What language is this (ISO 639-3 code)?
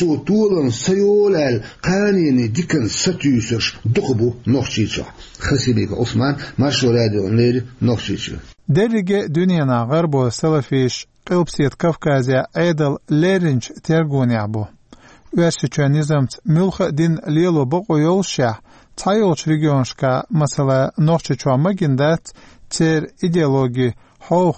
che